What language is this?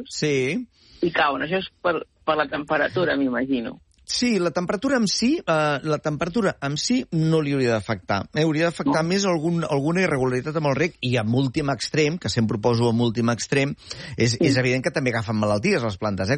Catalan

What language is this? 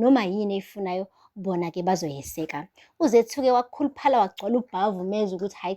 Zulu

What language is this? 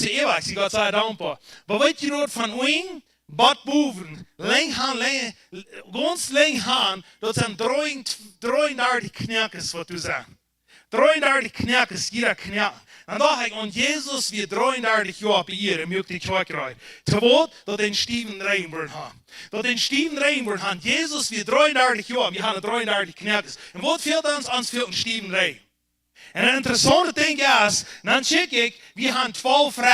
Plautdietsch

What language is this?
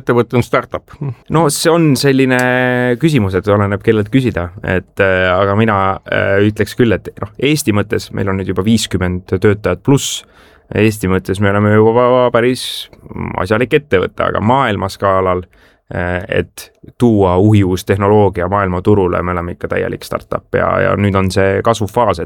Estonian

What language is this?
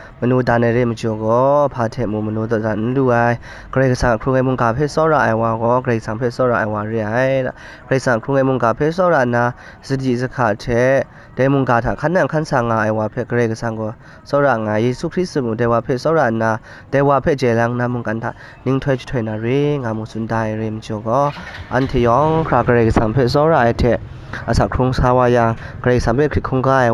Kachin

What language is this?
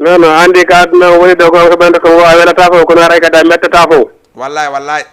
Fula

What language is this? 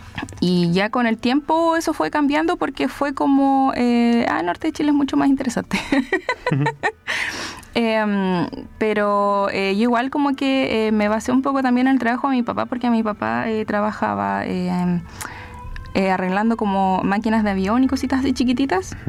Spanish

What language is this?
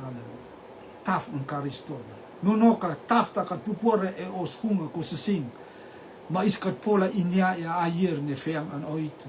Rotuman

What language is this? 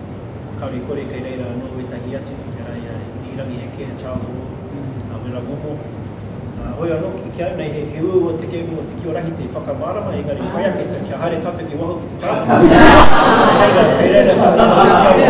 Māori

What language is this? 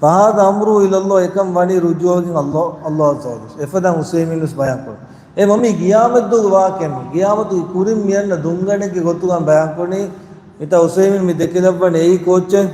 Divehi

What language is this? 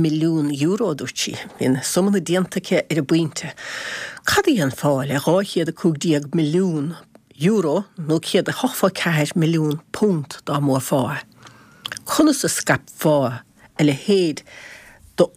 Irish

